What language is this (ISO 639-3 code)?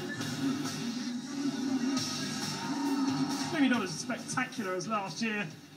eng